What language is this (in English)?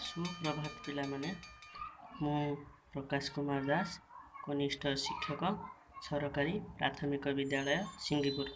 Odia